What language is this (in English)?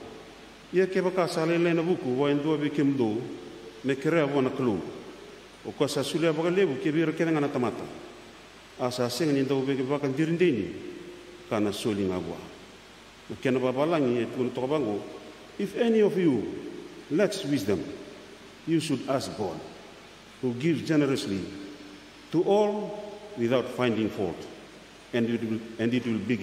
Fijian